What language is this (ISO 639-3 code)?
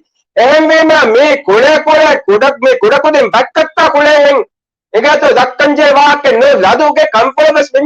div